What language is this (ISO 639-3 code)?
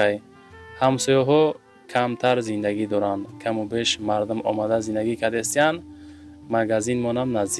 tgk